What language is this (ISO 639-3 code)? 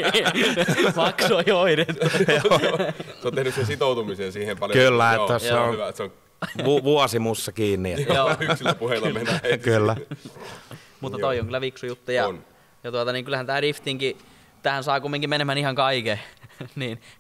fin